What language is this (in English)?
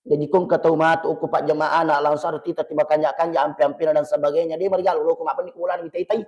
Buginese